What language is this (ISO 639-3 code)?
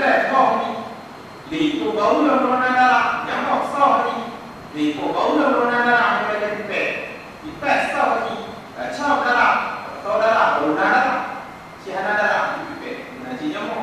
ace